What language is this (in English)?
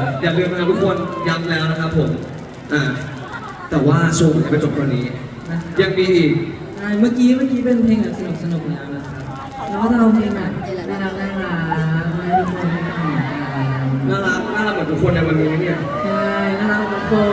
Thai